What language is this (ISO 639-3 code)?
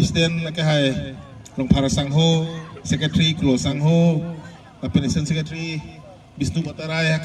mjw